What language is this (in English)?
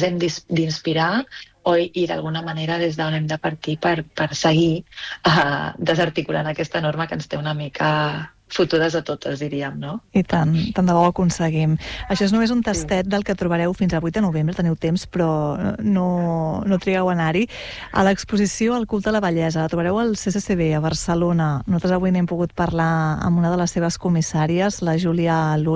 Catalan